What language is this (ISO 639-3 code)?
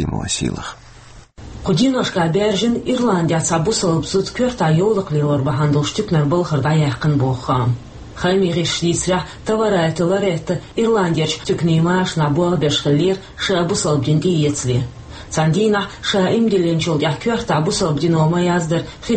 che